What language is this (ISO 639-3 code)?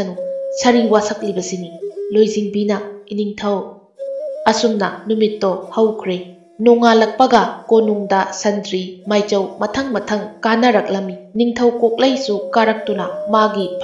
mni